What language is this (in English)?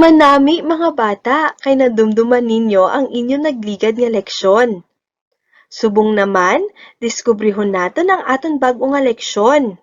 Hiligaynon